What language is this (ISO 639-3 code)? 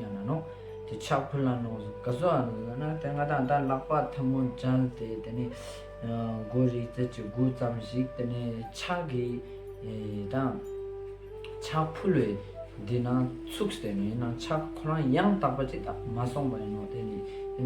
lbj